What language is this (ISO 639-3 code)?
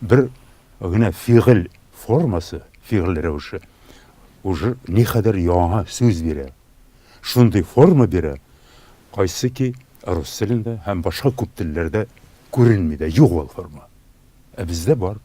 tat